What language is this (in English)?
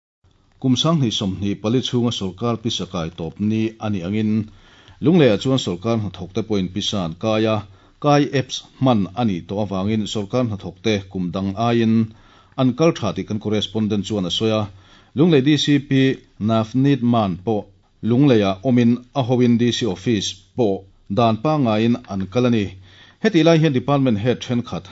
Mizo